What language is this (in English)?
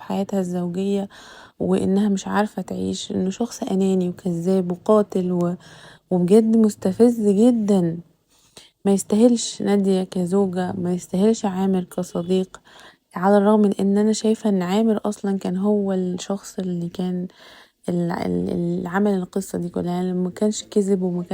Egyptian Arabic